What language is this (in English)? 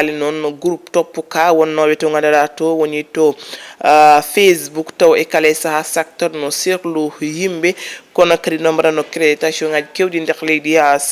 Fula